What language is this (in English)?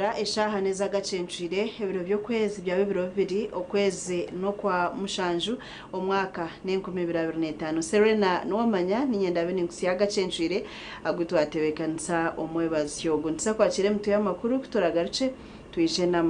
Nyankole